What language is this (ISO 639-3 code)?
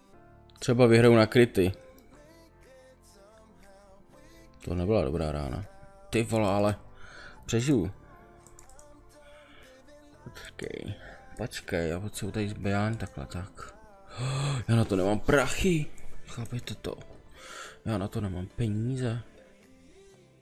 ces